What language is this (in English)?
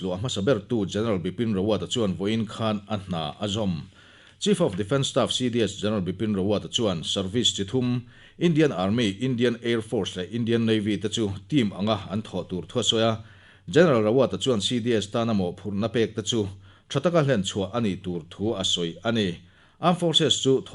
Mizo